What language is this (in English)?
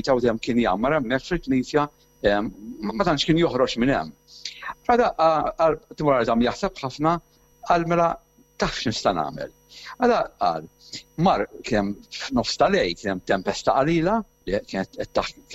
Maltese